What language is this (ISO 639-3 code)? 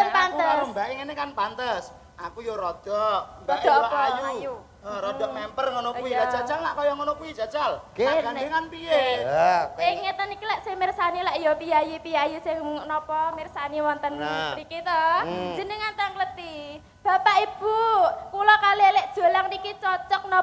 jav